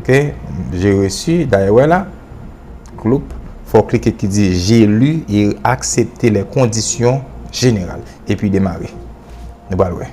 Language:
Haitian Creole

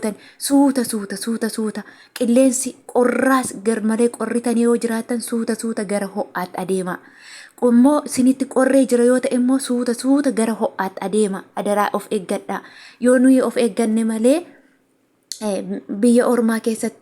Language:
Oromo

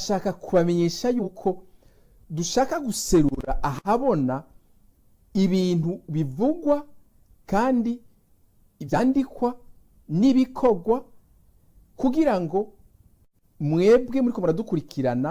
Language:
Rundi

